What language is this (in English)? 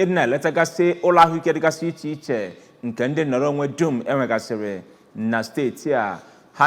Igbo